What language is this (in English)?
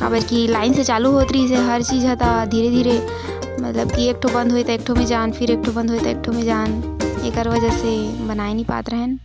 Chhattisgarhi